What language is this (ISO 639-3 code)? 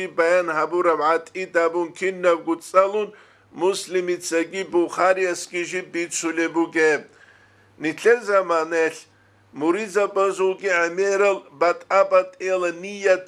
ava